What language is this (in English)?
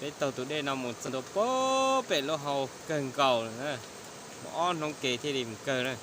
Hmong